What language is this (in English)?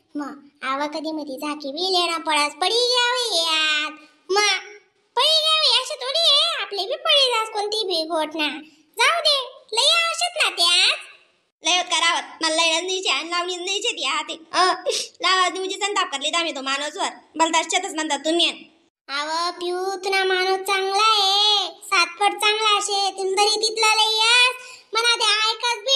Khandesi